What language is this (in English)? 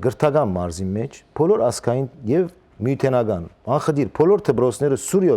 Western Armenian